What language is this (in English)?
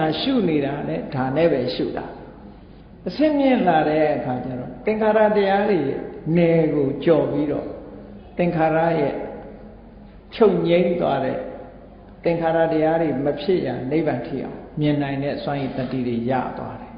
Burmese